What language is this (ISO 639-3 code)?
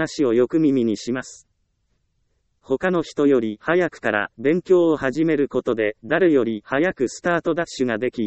jpn